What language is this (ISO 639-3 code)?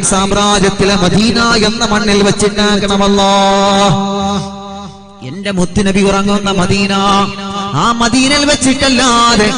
mal